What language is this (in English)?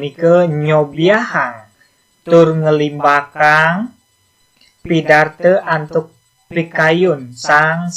Balinese